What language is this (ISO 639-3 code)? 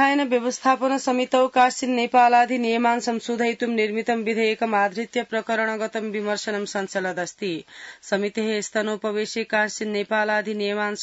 san